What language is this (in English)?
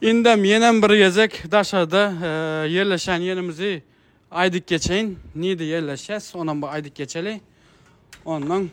Turkmen